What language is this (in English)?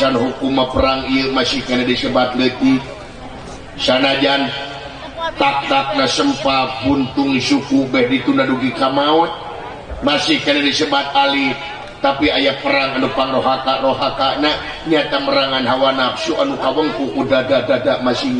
Sundanese